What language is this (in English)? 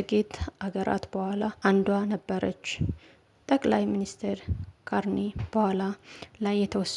Amharic